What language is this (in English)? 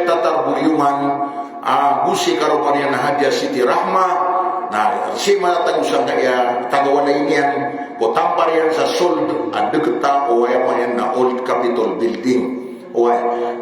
Maranao